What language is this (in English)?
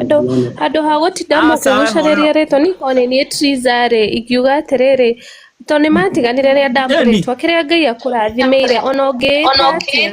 Kikuyu